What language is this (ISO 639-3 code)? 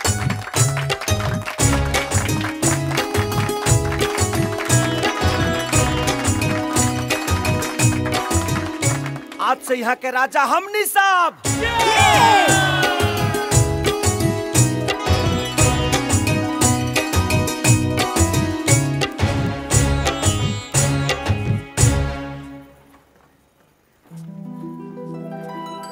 bho